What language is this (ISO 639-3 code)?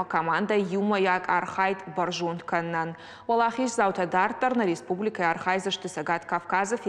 oss